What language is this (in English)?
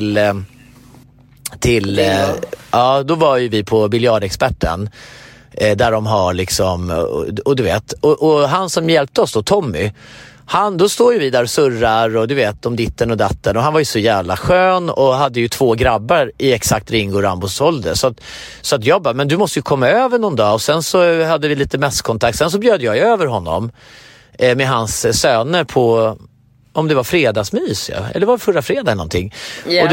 Swedish